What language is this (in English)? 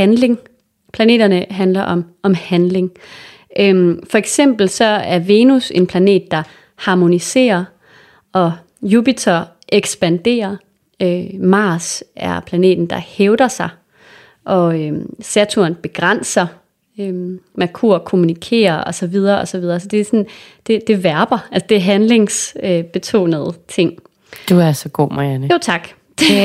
Danish